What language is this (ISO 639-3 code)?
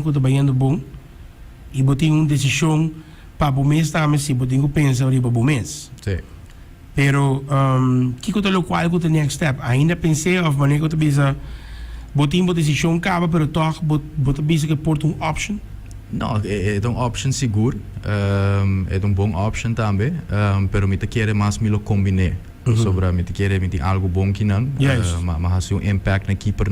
pap